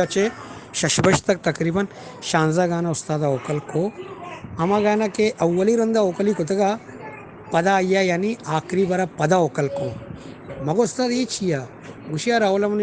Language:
Eastern Balochi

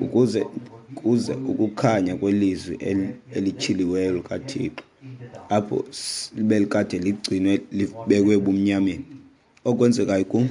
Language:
Xhosa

